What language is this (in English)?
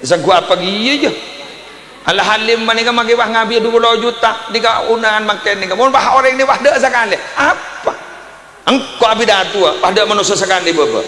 Madurese